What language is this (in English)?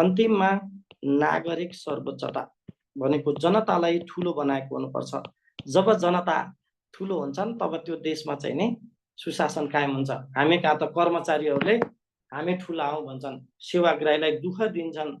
Nepali